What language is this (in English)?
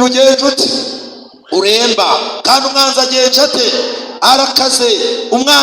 Kinyarwanda